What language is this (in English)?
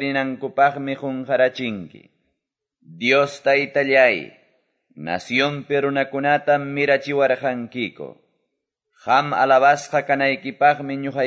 Quechua